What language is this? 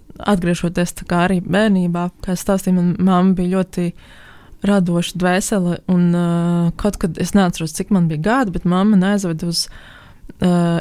Latvian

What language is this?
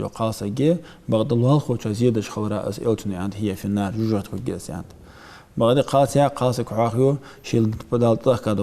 Ingush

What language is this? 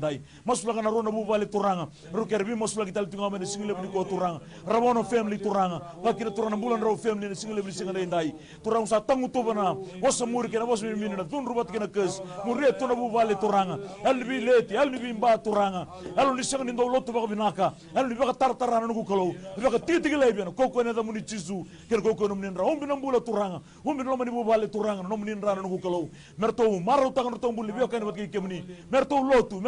Fijian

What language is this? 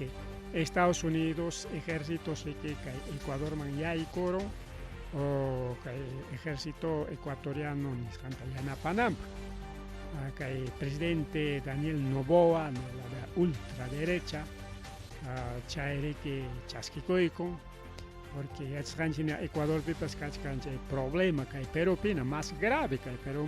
Ayacucho Quechua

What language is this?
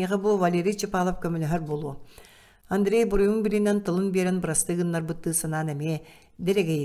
Yakut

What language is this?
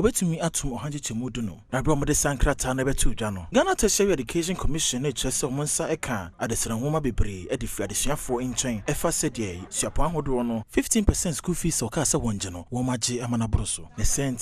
Akan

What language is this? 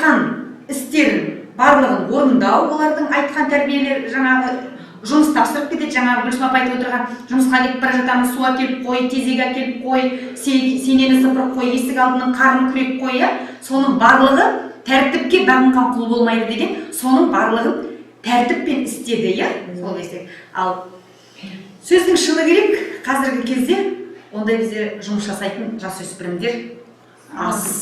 Kazakh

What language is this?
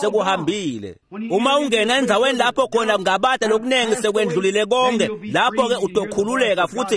Swati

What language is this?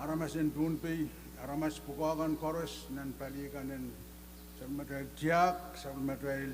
Pohnpeian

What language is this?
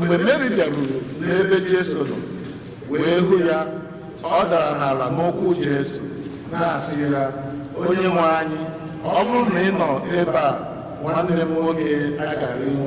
Igbo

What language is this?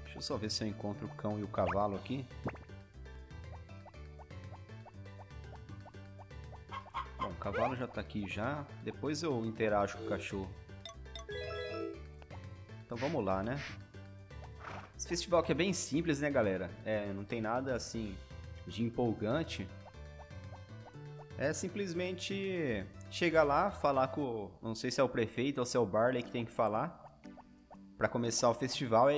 Portuguese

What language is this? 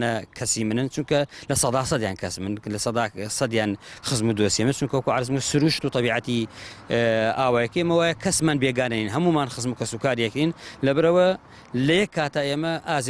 Central Kurdish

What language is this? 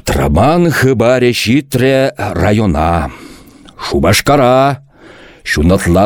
Chuvash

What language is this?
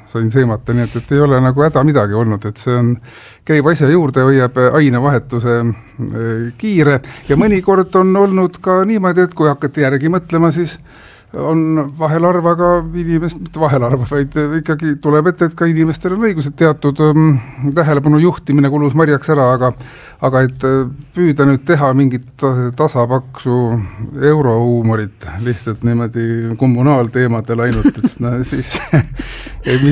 Estonian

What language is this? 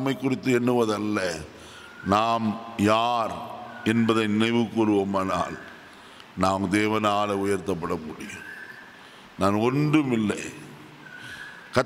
Tamil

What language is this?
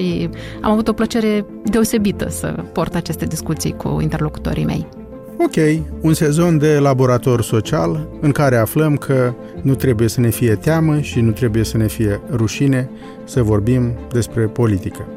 Romanian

